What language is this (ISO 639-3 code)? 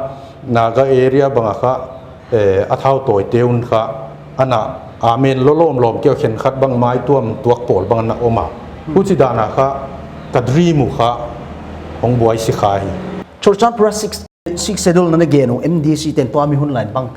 pck